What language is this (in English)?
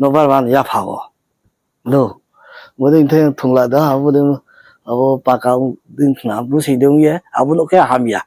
Riang (India)